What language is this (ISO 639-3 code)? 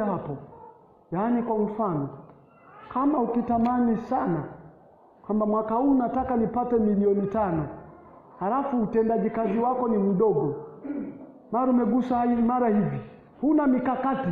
swa